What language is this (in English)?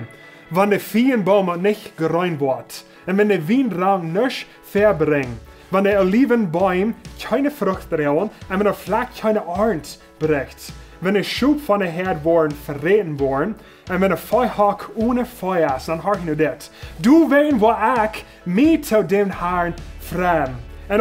Plautdietsch